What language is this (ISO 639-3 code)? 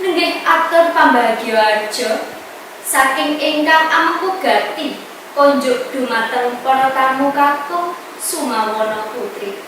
jav